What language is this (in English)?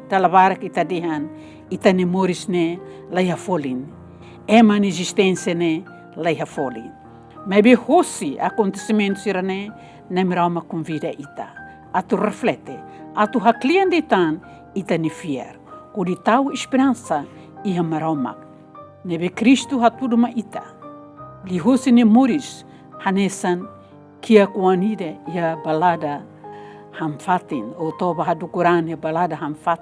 Tetum